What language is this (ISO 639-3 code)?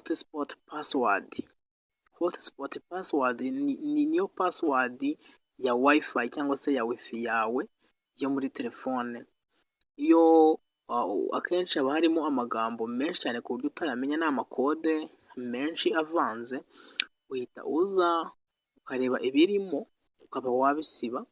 kin